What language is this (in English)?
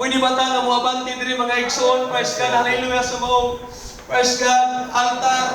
Cebuano